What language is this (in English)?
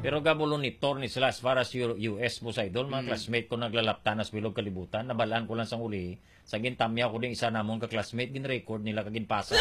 Hiligaynon